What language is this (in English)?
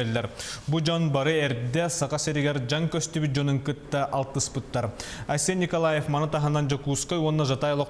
Yakut